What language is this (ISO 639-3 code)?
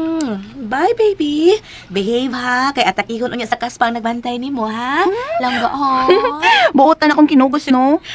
ceb